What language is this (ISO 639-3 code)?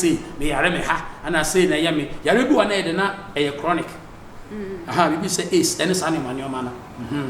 aka